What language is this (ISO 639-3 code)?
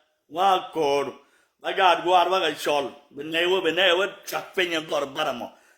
nus